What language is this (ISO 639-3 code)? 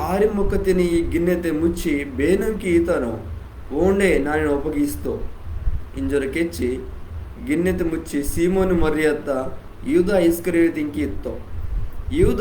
kff